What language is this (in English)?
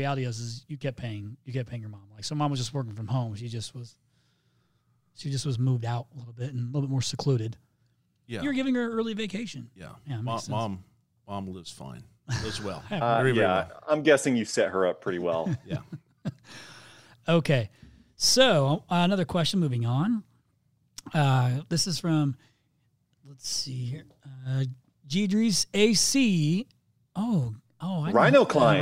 English